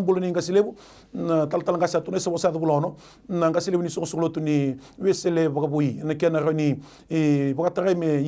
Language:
Fijian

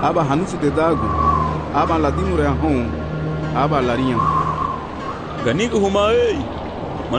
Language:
Garifuna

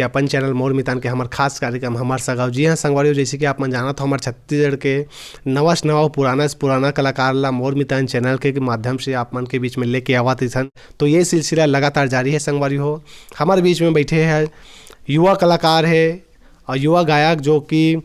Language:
Chhattisgarhi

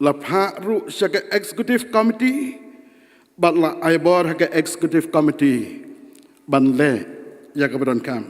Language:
Khasi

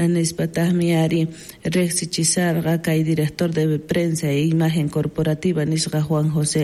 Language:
South Bolivian Quechua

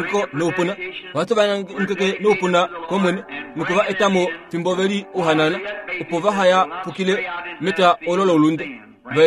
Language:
Kuanyama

